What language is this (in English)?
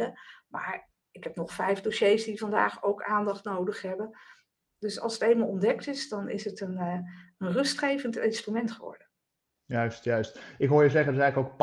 Dutch